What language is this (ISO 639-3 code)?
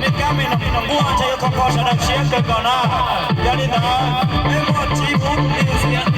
hmn